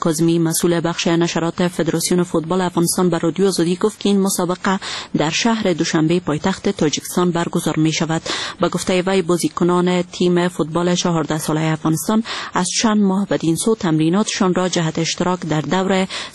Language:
Persian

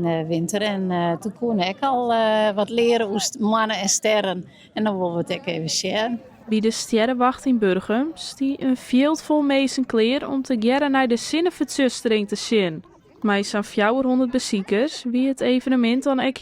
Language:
Western Frisian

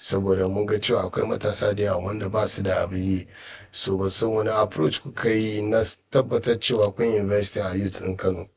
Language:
Hausa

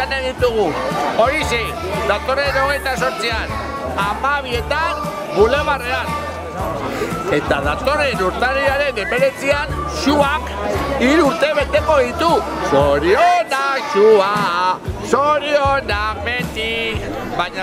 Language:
Basque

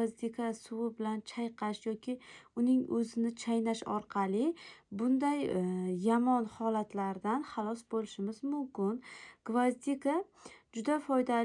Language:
Uzbek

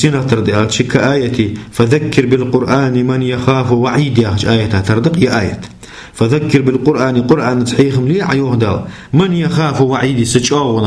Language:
Ingush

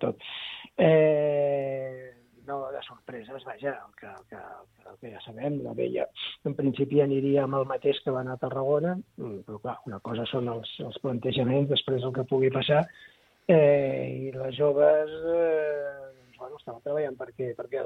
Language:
Catalan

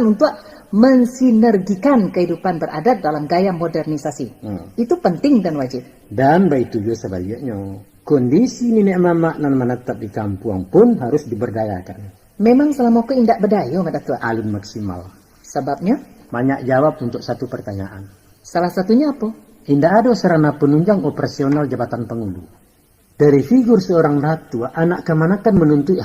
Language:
Minangkabau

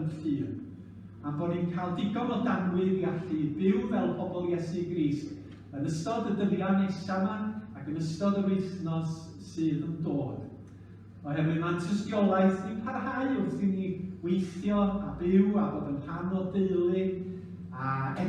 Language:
Welsh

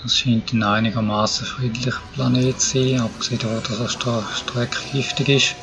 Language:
Swiss German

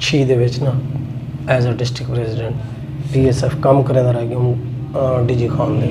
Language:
Saraiki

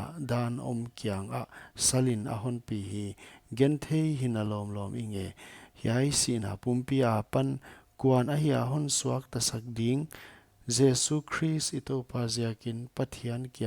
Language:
Paite Chin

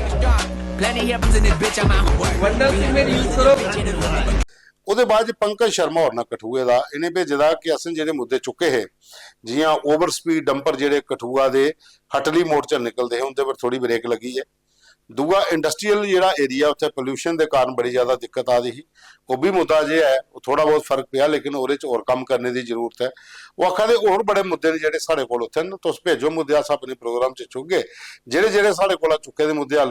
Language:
Dogri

